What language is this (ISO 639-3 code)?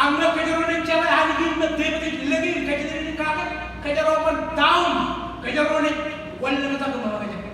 mah